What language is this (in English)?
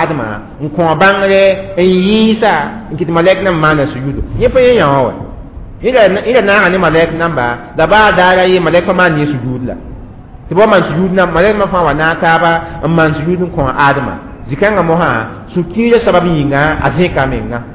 Mossi